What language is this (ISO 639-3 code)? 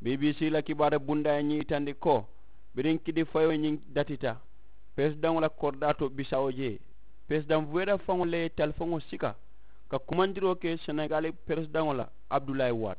man